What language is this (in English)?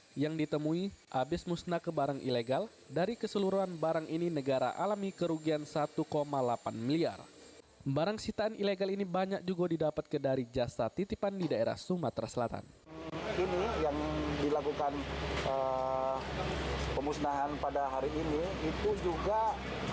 Musi